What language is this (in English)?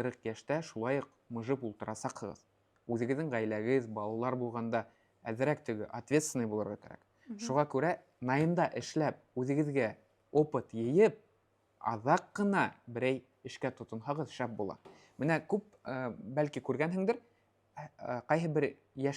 Bashkir